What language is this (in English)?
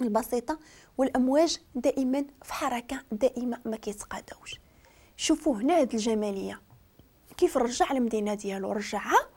Moroccan Arabic